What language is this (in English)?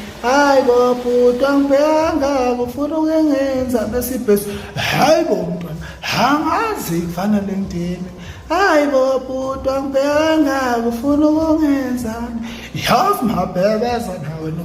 Zulu